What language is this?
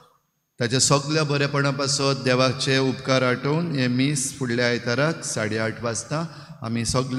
Konkani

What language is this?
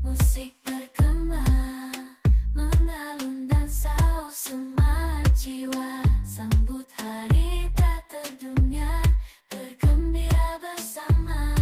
Banjar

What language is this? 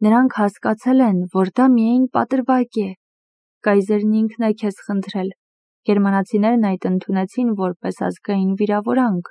Armenian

